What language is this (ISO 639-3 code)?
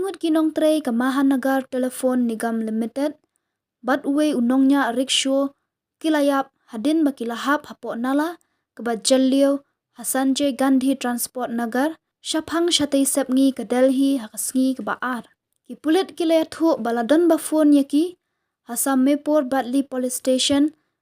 kha